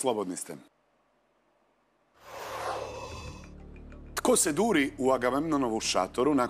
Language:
Croatian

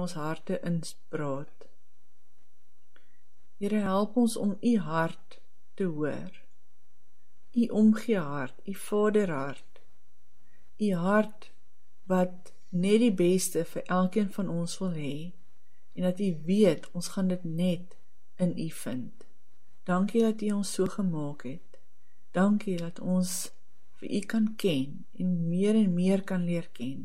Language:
Afrikaans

